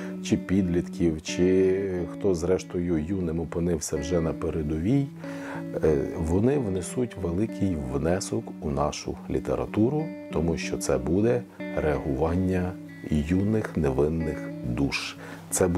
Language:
Ukrainian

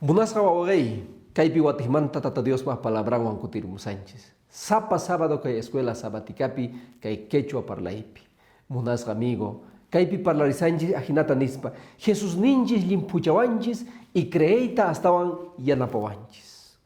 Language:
Quechua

